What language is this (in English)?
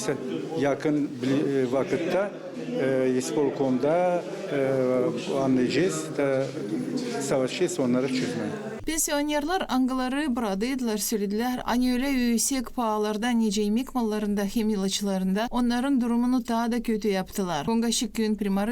Gagauz